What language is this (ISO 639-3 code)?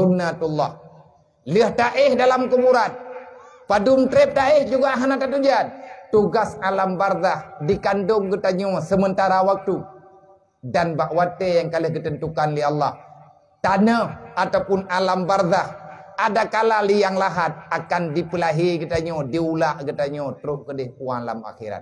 ace